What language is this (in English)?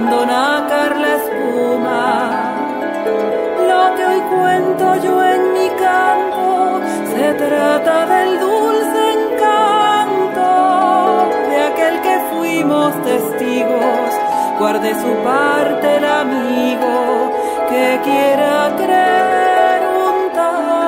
Spanish